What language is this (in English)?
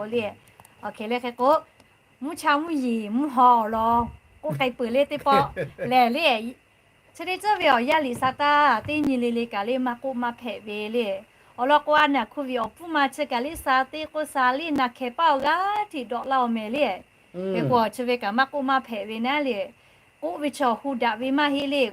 Lahu